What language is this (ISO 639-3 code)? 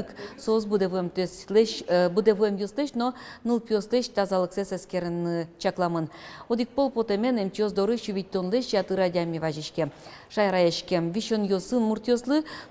udm